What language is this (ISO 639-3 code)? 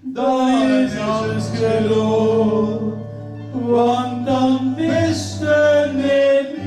lim